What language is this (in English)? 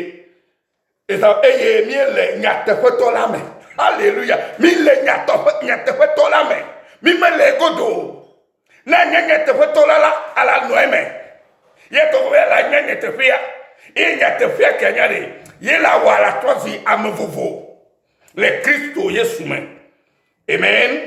Ewe